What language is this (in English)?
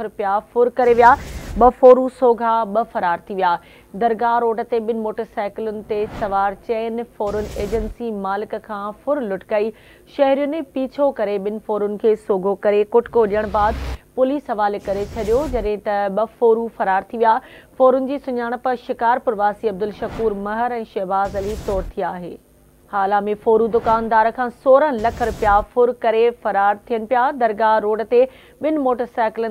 Sindhi